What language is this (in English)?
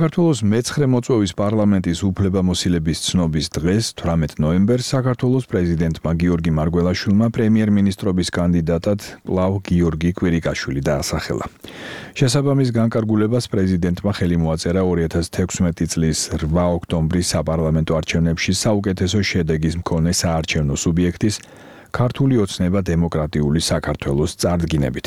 Georgian